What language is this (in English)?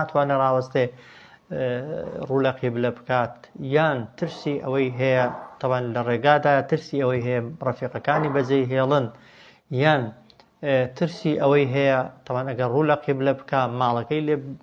Central Kurdish